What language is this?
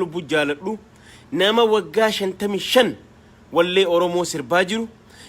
Oromo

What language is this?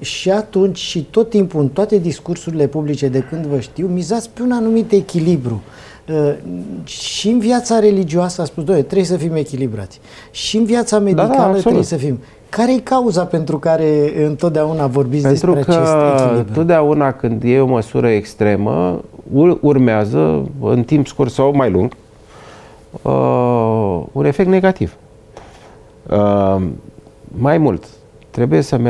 Romanian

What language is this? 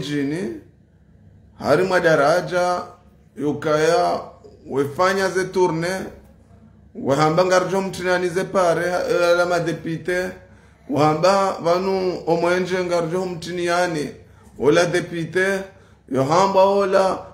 Ngazidja Comorian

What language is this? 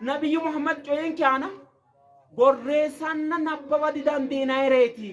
Sidamo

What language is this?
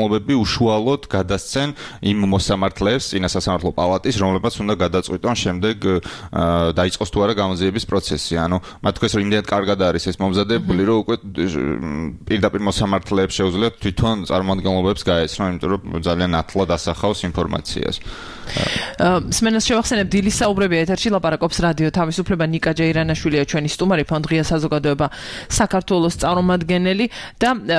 Georgian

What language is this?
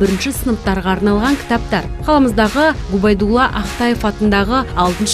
Kazakh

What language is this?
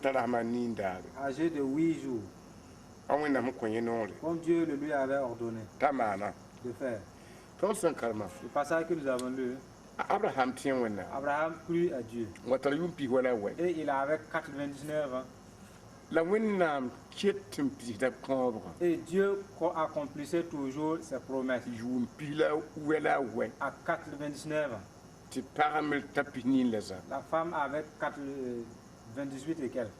Mossi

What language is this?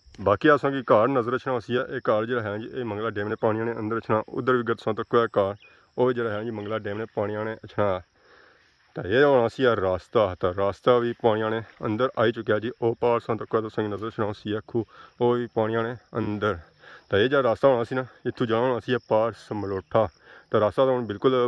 Pahari-Potwari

